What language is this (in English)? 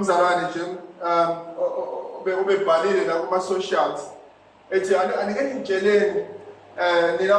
Zulu